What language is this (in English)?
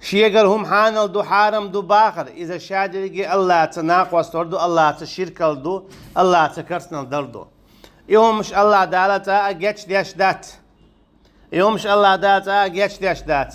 Chechen